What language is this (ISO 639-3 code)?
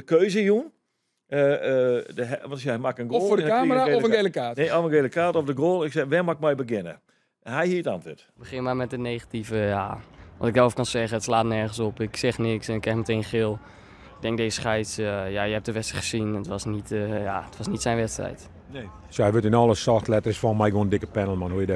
fry